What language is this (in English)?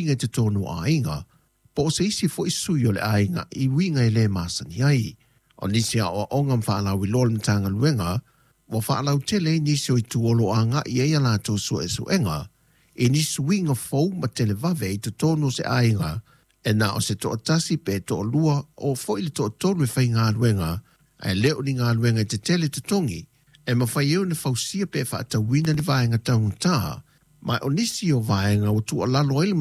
Samoan